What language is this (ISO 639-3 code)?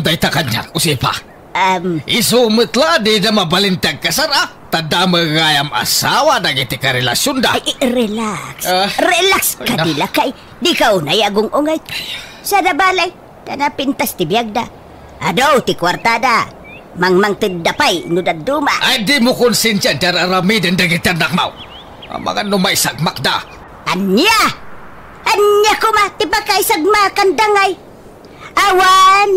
ilo